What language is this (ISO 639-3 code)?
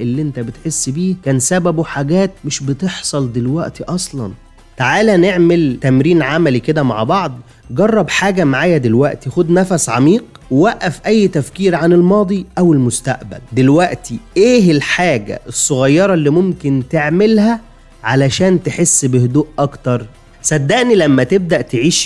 arz